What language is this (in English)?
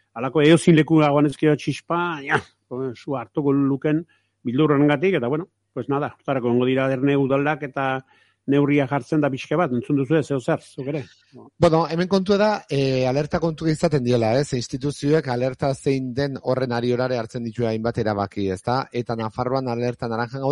Basque